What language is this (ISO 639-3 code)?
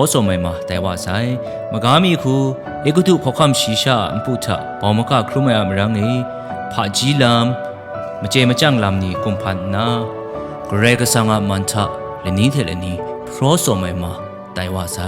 kac